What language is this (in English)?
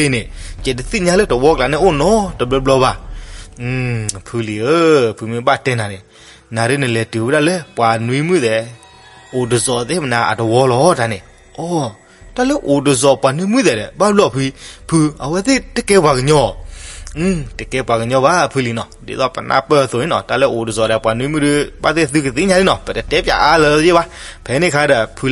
S'gaw Karen